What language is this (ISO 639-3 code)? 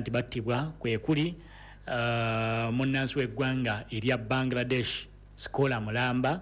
lug